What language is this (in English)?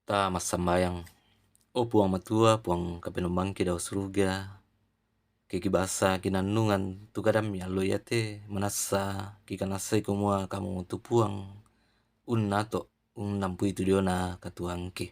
Toraja-Sa'dan